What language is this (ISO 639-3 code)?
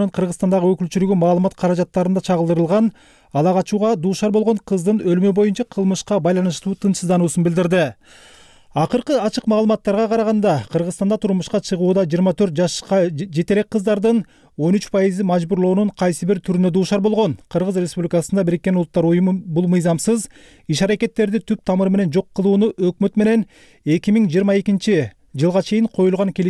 kir